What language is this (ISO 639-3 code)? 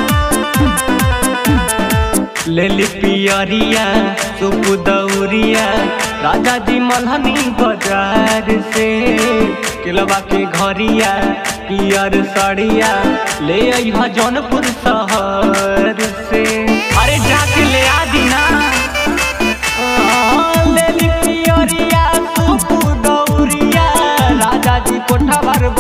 bho